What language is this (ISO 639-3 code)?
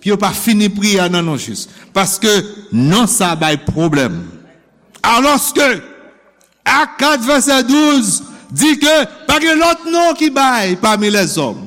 hat